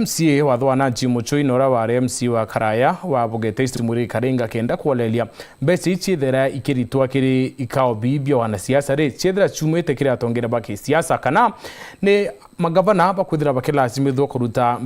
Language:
Meru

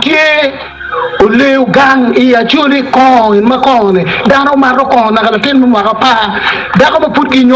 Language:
Acoli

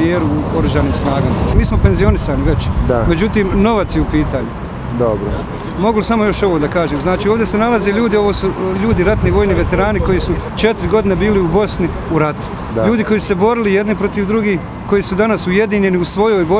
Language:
Bosnian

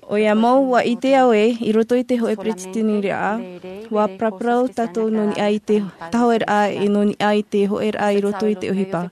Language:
Tahitian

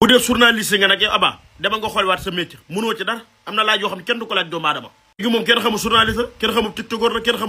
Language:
Wolof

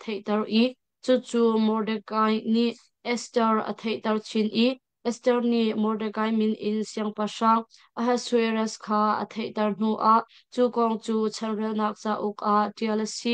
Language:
Hakha Chin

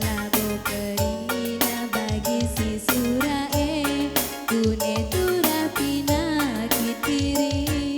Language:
Batak Karo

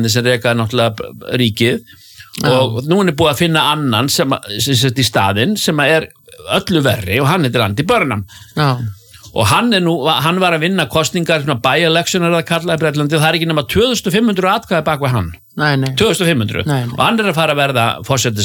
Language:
Icelandic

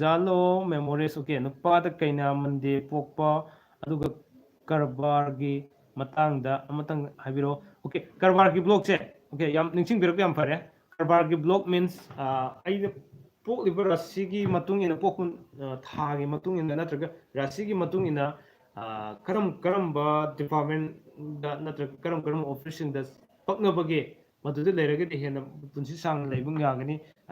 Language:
Manipuri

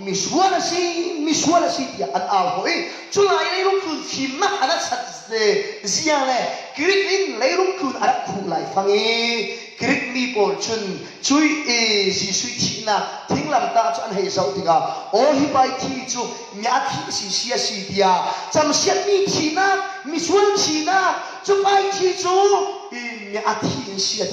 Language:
Falam Chin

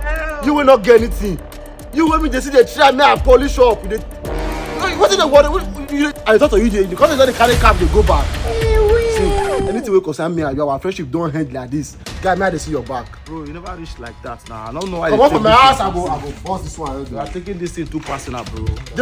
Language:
Nigerian Pidgin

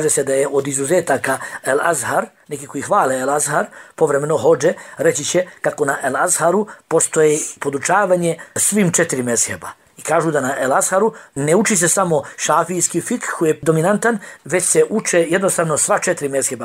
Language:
Bosnian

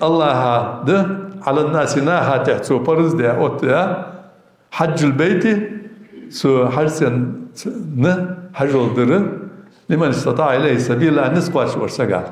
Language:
Ingush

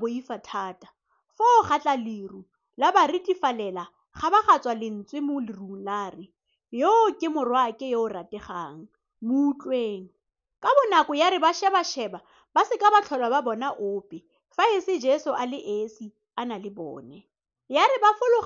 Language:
Tswana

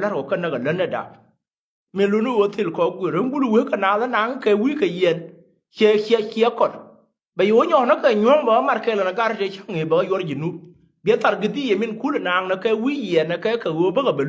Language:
Nuer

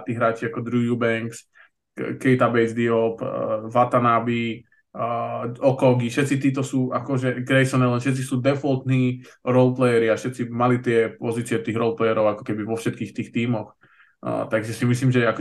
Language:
Slovak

